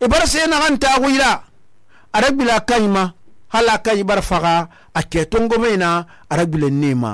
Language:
Susu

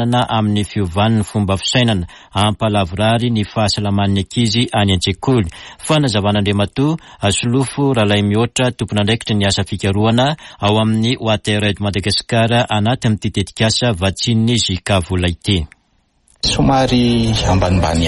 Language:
Malagasy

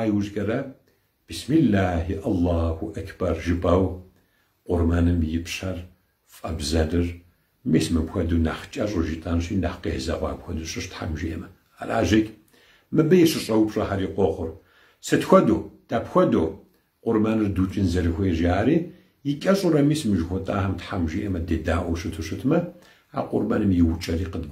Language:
Kabardian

